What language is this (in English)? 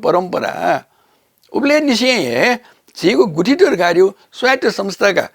Newari